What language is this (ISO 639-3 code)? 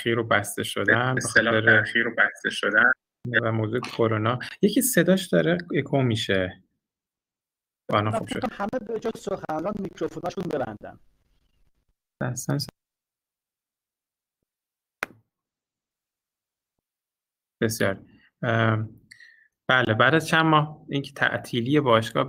fas